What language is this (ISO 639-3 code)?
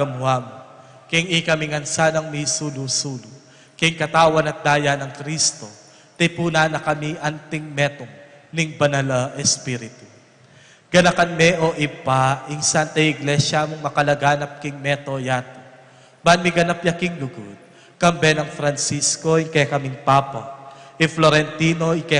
pam